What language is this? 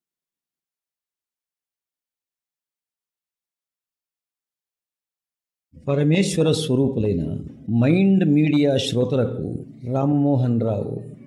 Telugu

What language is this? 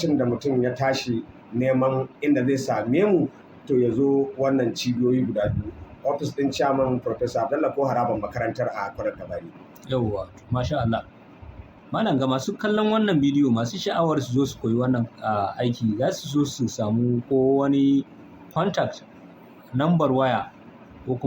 Hausa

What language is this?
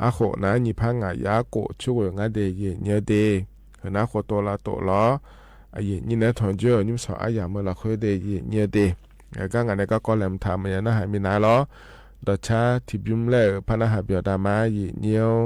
Akha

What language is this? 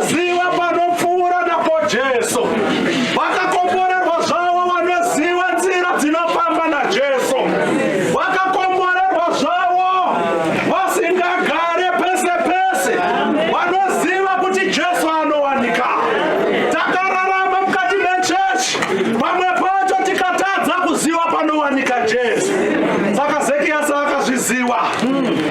Shona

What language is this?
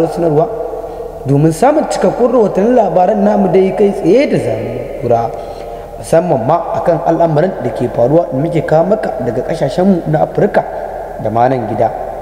Hausa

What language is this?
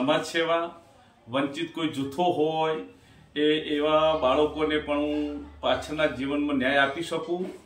Gujarati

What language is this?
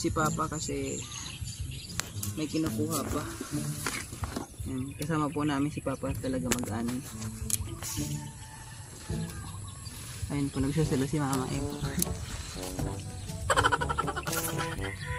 Filipino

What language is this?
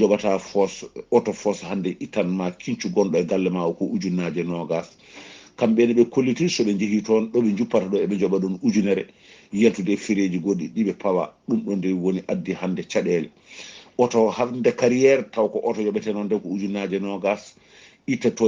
Fula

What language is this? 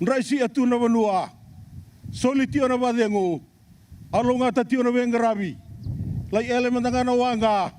Fijian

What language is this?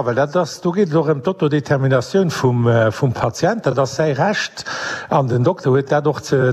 Luxembourgish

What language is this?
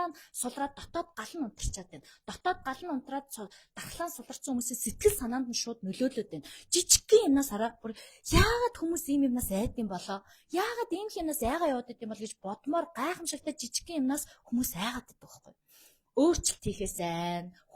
Mongolian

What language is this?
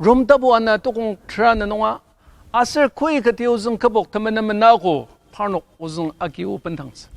Ao Naga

